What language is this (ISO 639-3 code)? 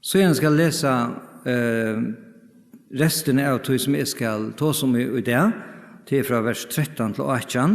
fao